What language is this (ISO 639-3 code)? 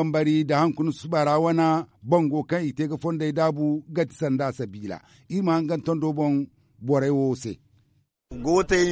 dje